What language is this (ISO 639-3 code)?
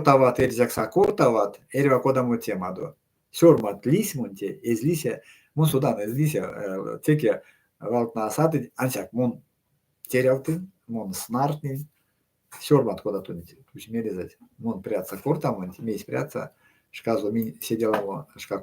myv